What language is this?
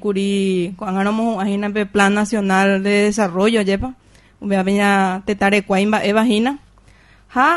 Guarani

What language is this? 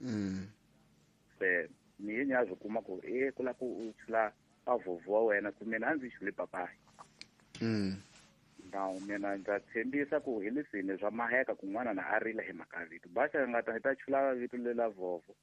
Tsonga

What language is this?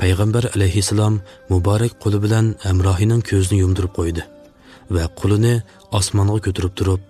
Uyghur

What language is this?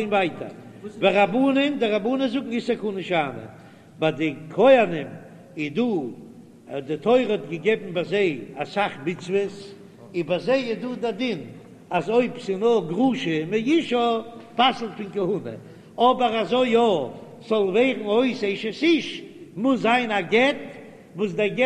Yiddish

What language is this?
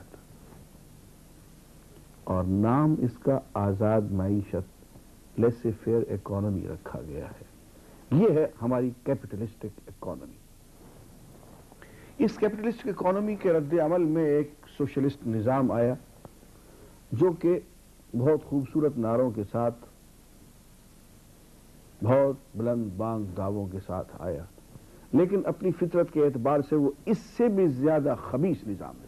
Urdu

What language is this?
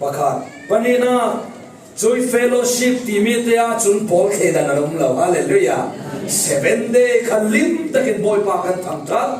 Falam Chin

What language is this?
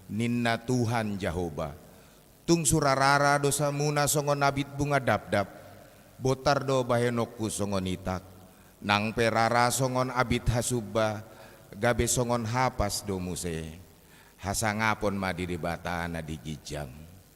Batak Toba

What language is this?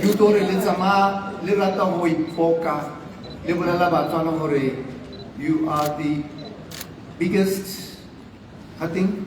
Tswana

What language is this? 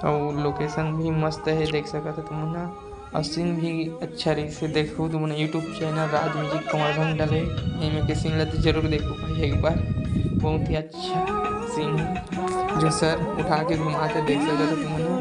Chhattisgarhi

